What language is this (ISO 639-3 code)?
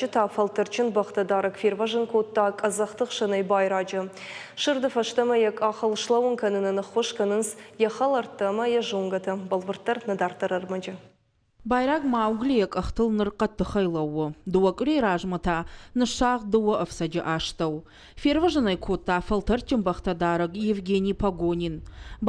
oss